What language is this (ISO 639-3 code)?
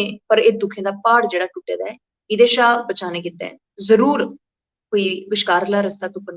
doi